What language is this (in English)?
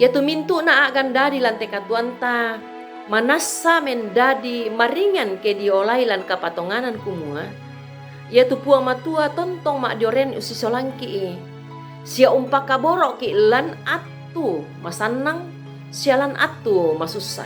Toraja-Sa'dan